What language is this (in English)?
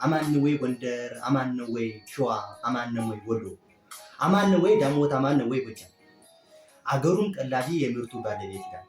Amharic